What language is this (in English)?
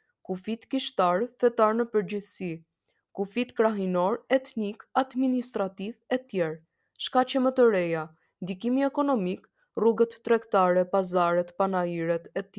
Albanian